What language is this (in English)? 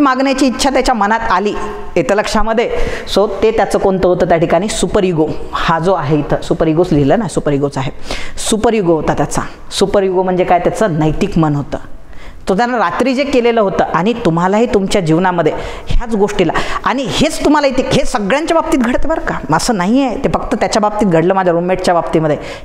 Marathi